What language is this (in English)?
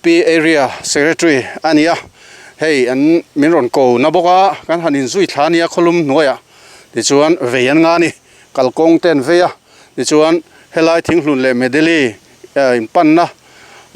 Mizo